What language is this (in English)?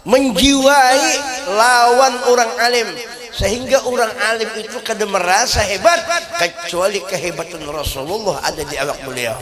Banjar